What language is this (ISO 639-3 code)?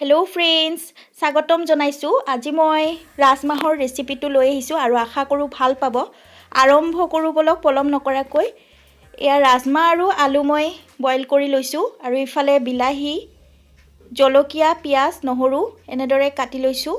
asm